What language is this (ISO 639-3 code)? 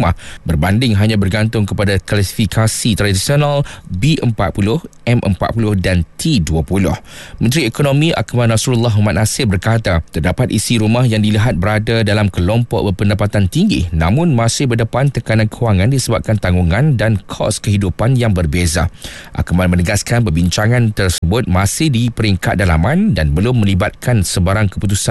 msa